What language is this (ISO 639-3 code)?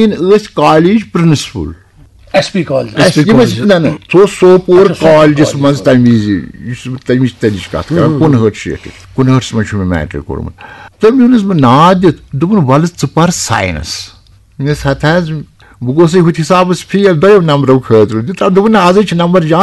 kas